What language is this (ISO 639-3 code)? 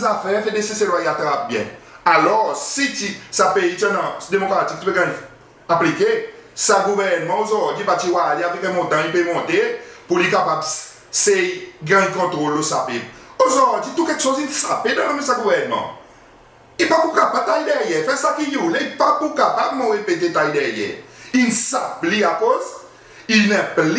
crs